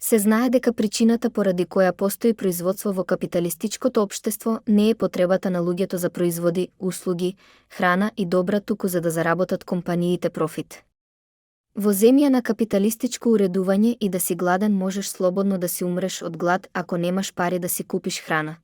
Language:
Macedonian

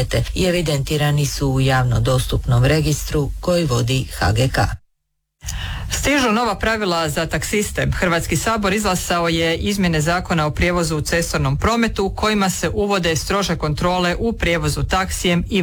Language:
Croatian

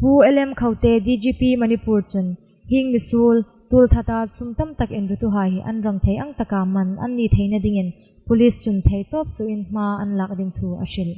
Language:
Hmar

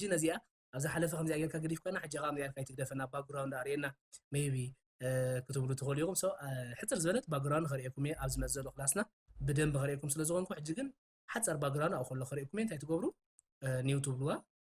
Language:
Tigrinya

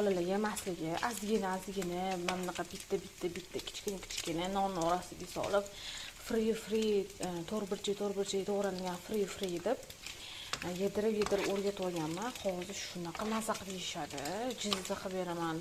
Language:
Uzbek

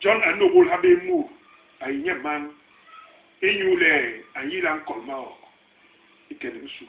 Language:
Basaa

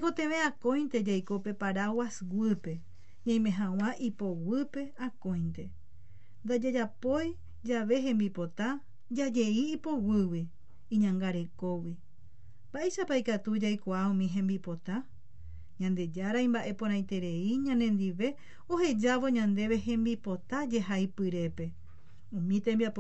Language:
Guarani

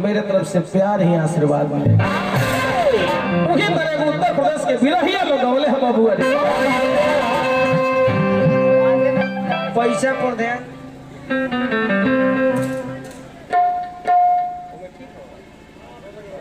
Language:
Bhojpuri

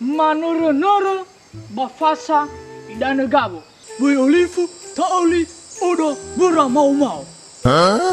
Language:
Nias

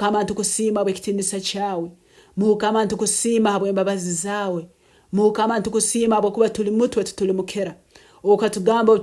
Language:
Nyoro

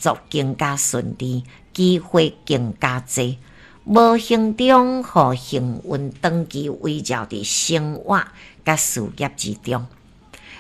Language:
Min Nan Chinese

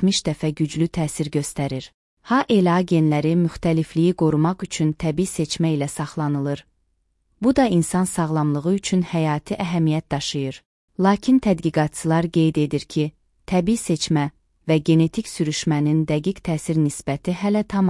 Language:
Azerbaijani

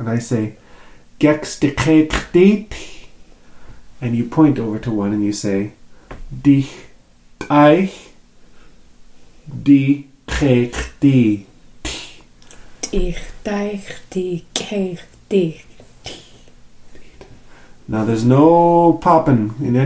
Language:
English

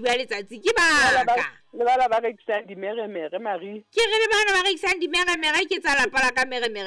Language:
Southern Sotho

